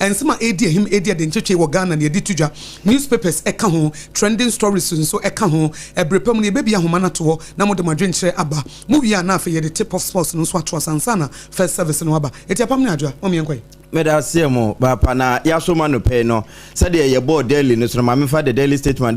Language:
Akan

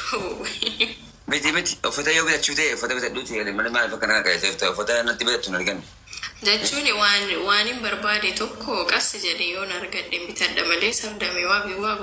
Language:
Oromo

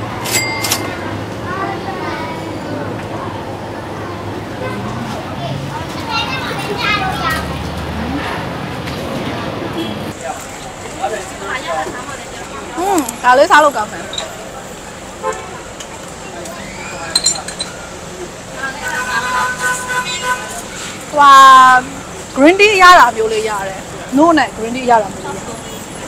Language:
Burmese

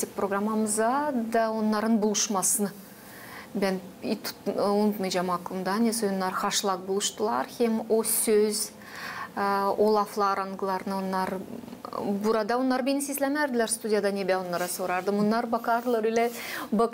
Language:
Gagauz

